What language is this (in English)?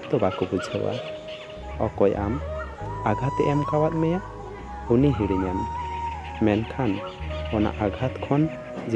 Santali